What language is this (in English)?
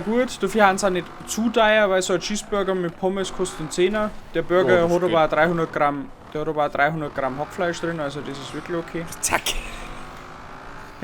Bavarian